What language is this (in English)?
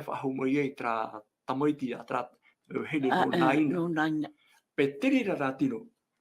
Tahitian